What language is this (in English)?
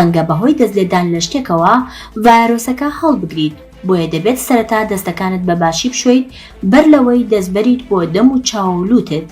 Central Kurdish